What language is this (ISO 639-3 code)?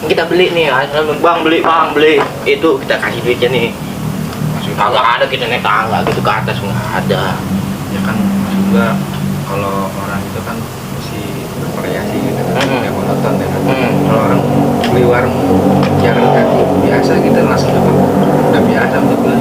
bew